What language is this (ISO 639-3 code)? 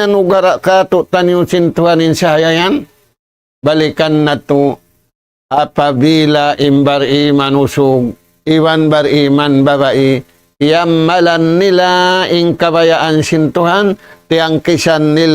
tsg